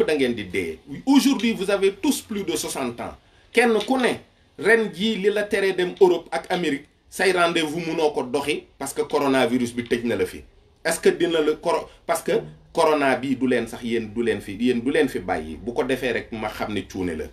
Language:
Wolof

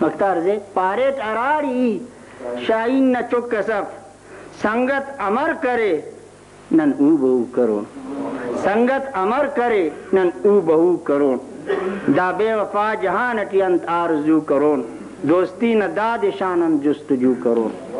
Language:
Brahui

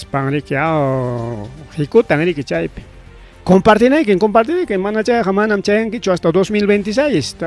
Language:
Ayacucho Quechua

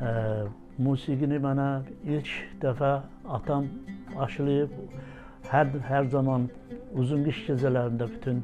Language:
Azerbaijani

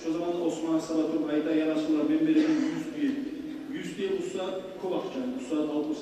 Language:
Kumyk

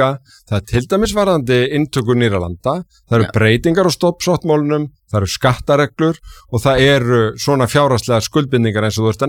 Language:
Icelandic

